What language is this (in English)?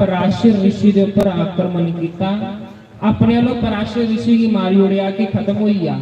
Dogri